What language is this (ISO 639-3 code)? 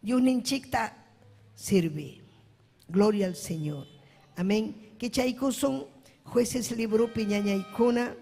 quy